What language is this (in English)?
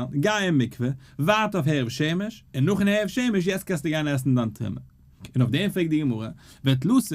Yiddish